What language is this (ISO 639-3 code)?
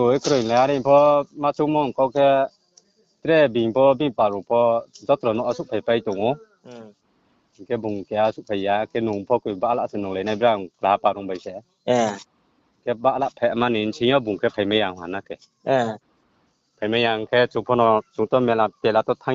ria